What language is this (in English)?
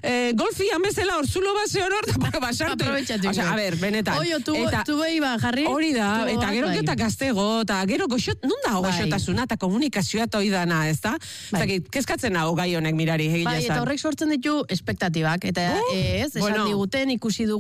Basque